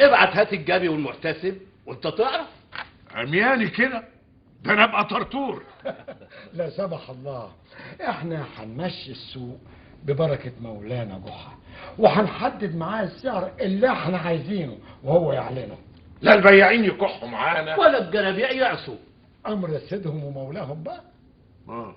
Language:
Egyptian Arabic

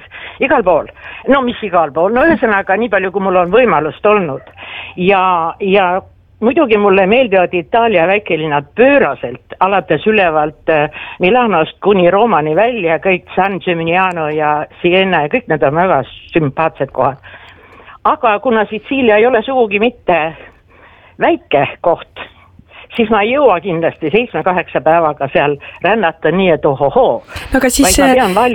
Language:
Estonian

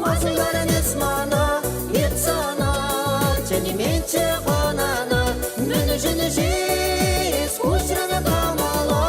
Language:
Chuvash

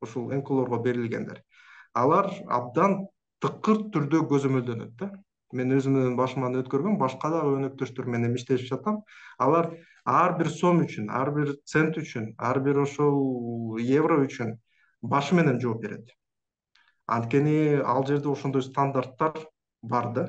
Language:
Kyrgyz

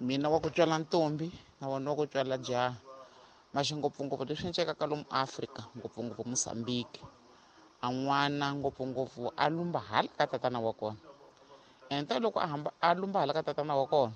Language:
Tsonga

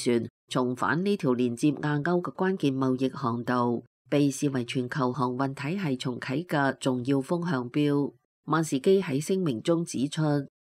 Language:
Cantonese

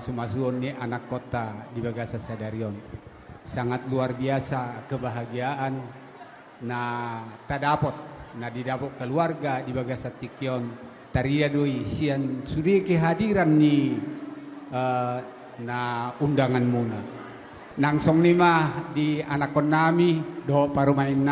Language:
Batak Toba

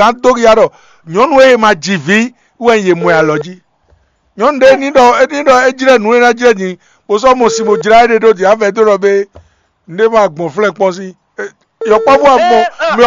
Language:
Fon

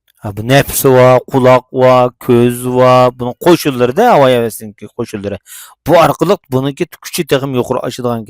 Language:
Uyghur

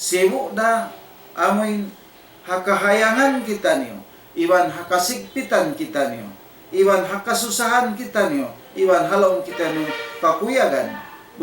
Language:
Tausug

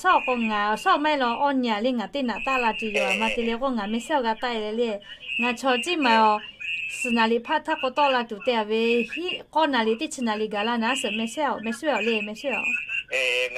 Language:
Lahu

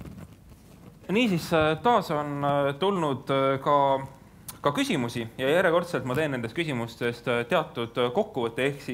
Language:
Estonian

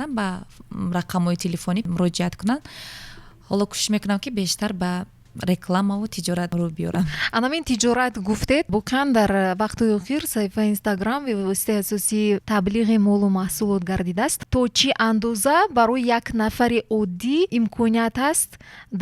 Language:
Tajik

